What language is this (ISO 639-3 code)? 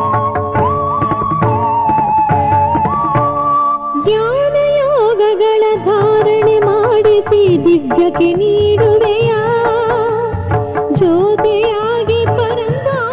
kan